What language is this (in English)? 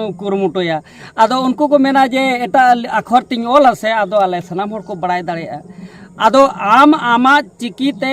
Santali